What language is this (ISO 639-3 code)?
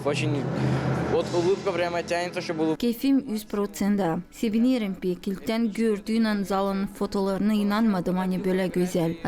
gag